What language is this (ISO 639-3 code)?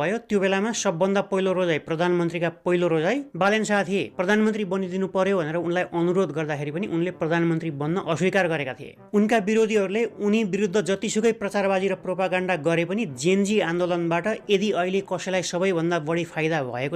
nep